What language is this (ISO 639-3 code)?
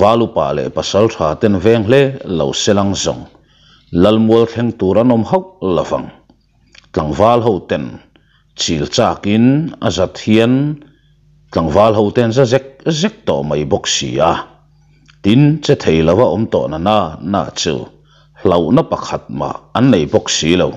lus